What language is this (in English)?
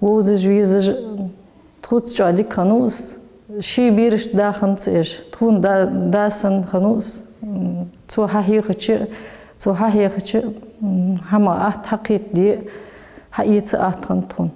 Ingush